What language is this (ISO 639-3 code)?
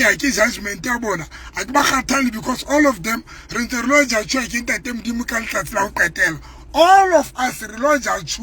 sot